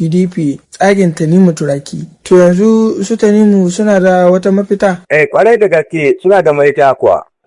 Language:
Hausa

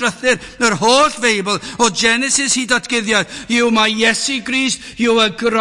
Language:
Welsh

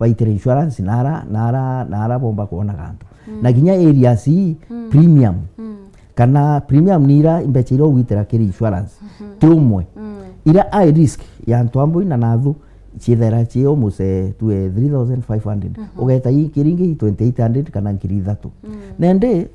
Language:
Meru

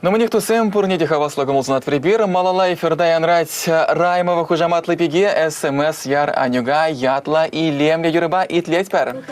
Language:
Chuvash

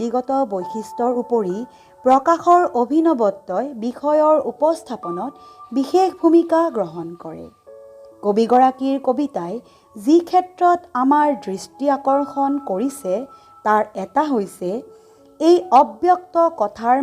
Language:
Assamese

